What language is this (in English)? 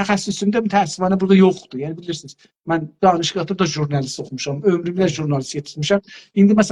South Azerbaijani